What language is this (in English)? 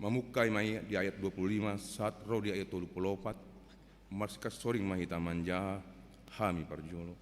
Batak Toba